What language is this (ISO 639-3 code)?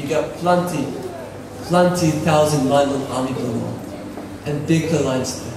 tpi